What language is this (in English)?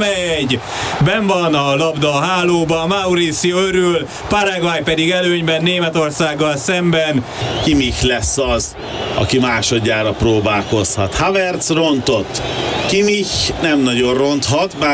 Hungarian